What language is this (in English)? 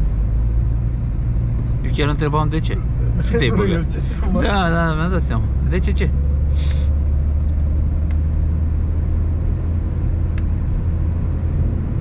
Romanian